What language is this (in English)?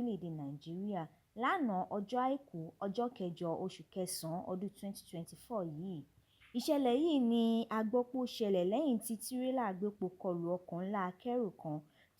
Yoruba